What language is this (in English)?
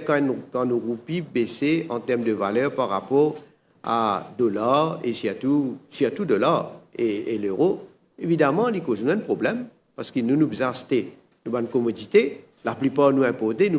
Morisyen